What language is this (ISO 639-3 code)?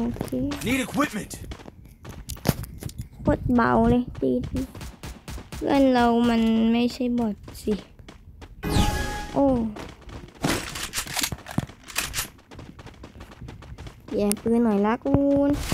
tha